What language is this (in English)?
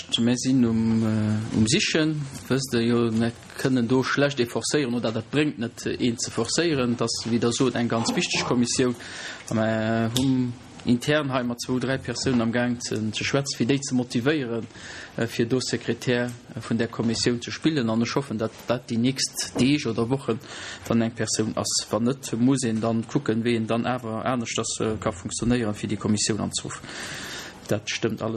Luxembourgish